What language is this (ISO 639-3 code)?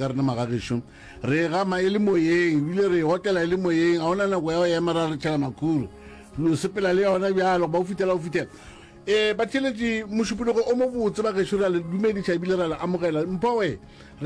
nso